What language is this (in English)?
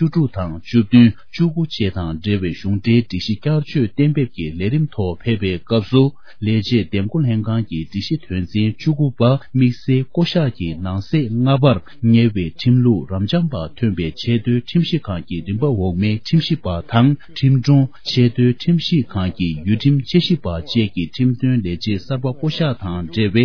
Tibetan